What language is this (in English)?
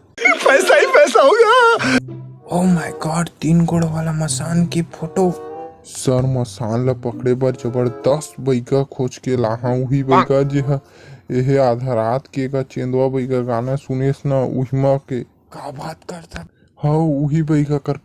Chhattisgarhi